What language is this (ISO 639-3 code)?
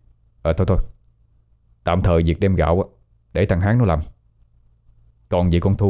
vie